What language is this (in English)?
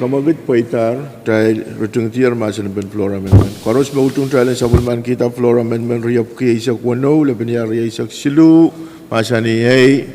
Pohnpeian